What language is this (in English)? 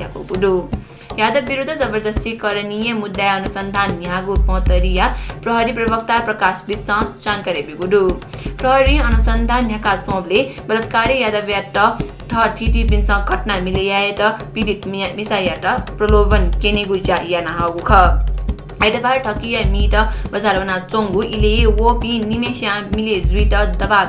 Newari